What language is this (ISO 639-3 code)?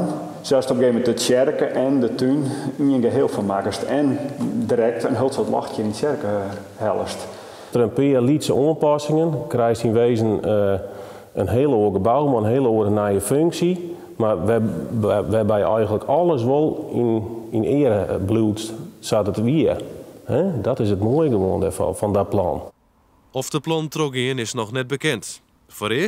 fry